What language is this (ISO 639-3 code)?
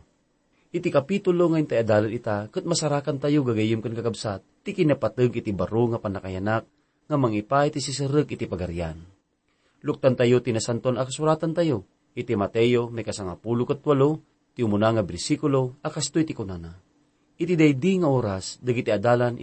ilo